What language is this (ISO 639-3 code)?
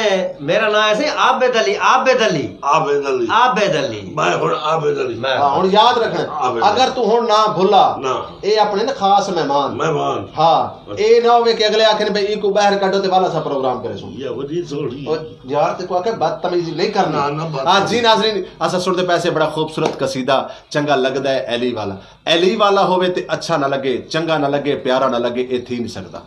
skr